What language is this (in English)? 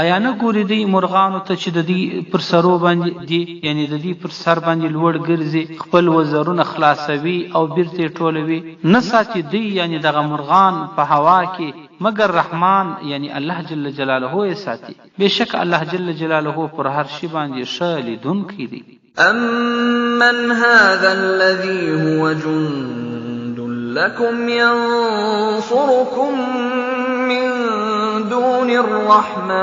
Pashto